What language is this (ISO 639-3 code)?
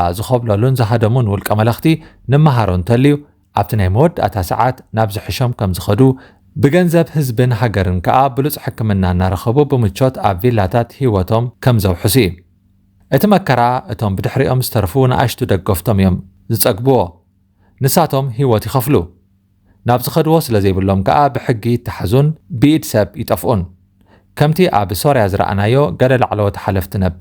tir